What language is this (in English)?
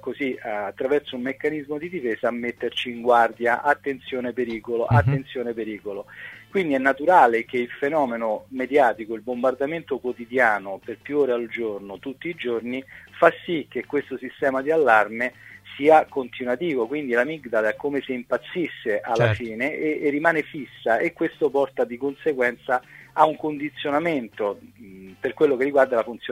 Italian